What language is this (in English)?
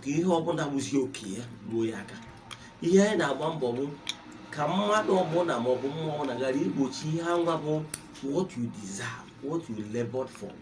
Igbo